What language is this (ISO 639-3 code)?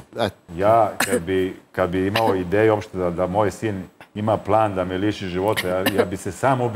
srp